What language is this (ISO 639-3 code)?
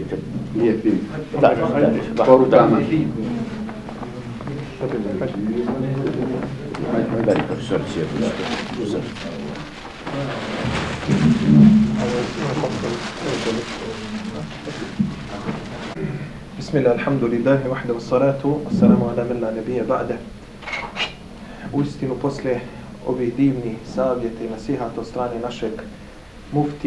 bos